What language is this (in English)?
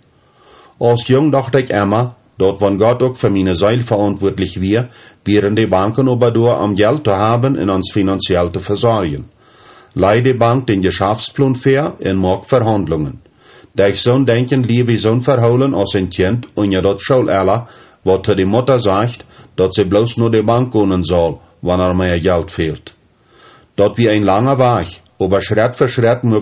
Plautdietsch